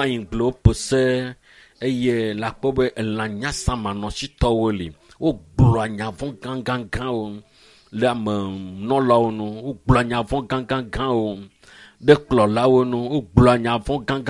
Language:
Ewe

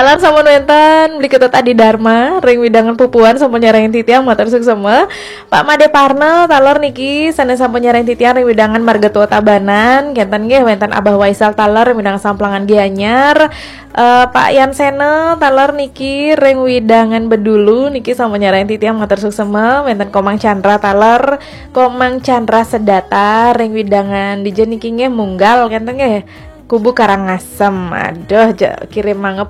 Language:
Balinese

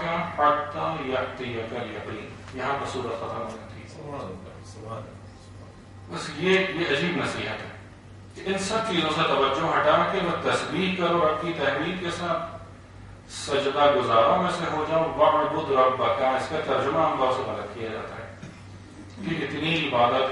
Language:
Urdu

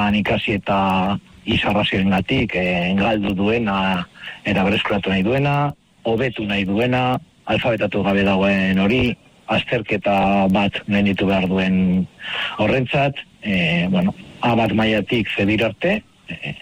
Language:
Basque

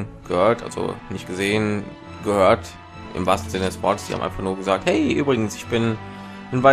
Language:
German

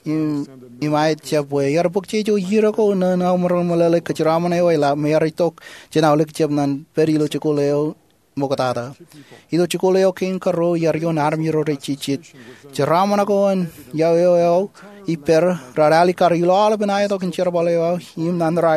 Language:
Marshallese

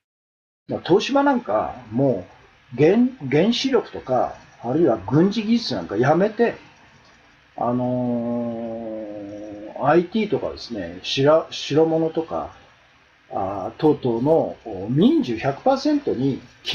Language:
Japanese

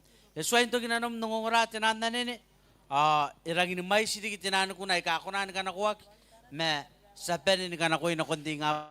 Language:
Gilbertese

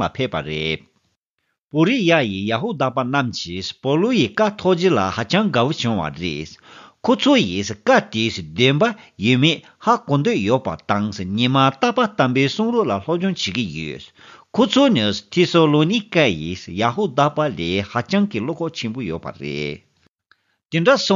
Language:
Tibetan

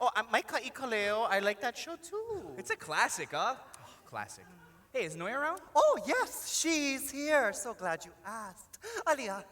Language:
Hawaiian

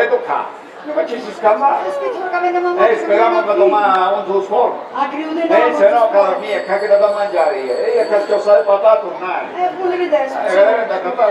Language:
Sicilian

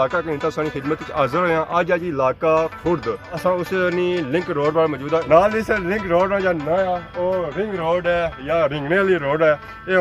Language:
Pahari-Potwari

